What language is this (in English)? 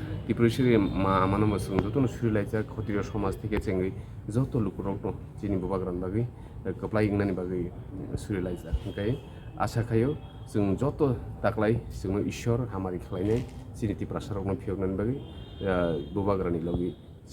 Kok Borok